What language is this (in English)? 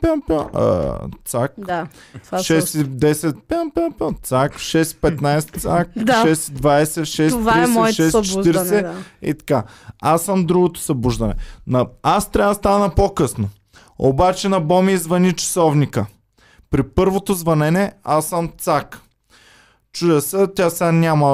Bulgarian